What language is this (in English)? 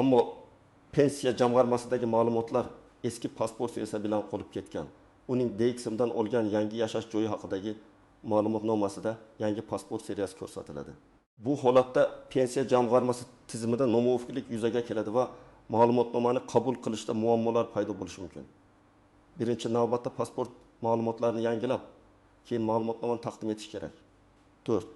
Uzbek